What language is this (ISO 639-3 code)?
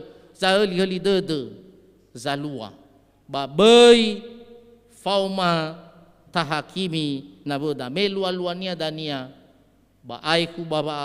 nia